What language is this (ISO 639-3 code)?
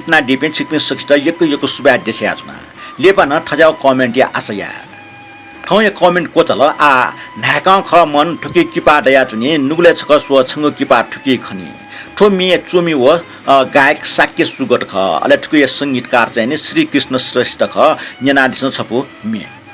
new